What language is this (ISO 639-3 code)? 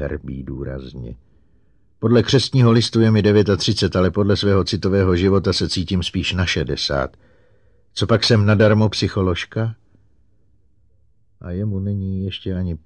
ces